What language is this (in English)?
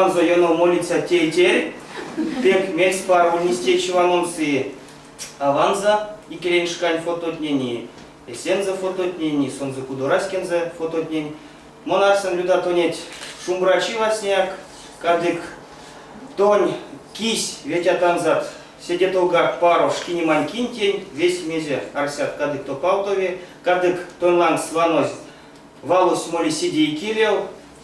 Erzya